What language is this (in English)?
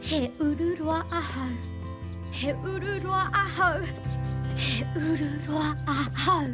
Māori